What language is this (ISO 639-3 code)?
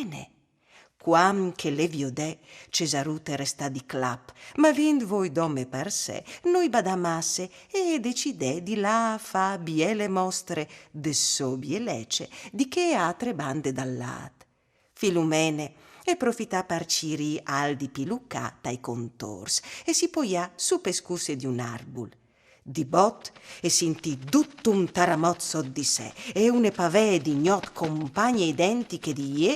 fur